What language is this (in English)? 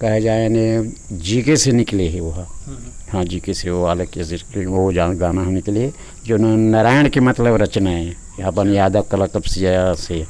Chhattisgarhi